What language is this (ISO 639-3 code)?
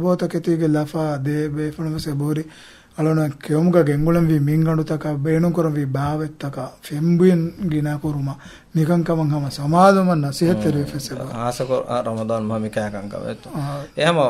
div